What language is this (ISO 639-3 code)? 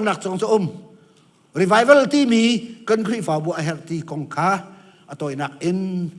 cnh